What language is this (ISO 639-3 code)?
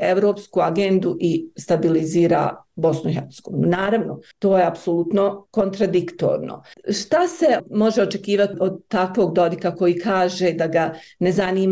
bos